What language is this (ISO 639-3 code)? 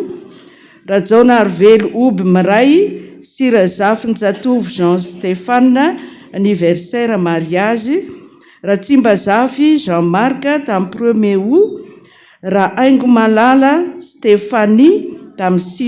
mlg